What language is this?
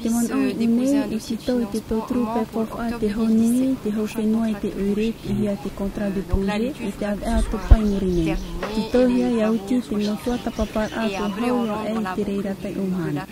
Tahitian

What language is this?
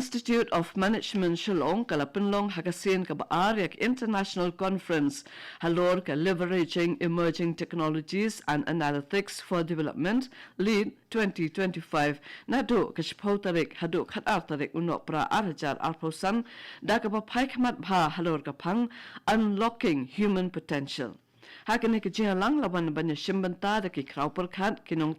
Khasi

